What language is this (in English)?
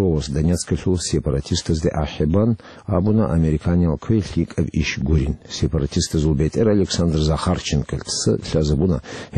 Avaric